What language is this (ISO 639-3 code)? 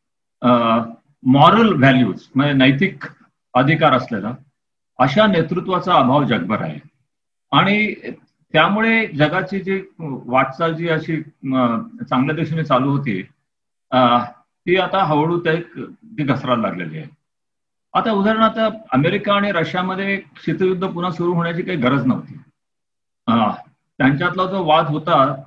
mar